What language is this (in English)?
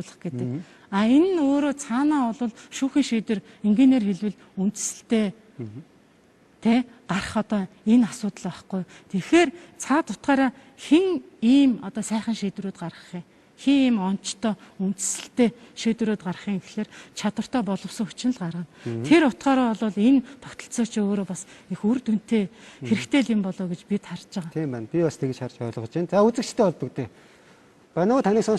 Mongolian